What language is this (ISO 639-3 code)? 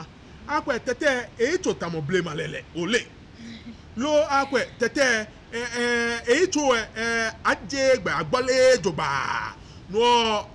gaa